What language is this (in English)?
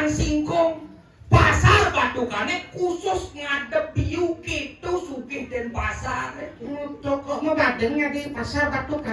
Balinese